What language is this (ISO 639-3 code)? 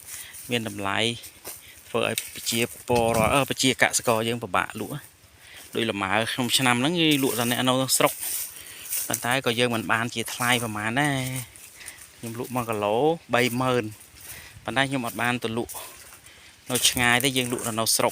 khm